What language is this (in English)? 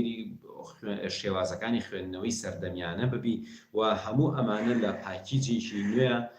Central Kurdish